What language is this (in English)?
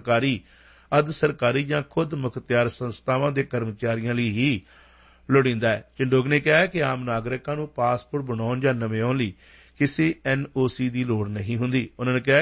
Punjabi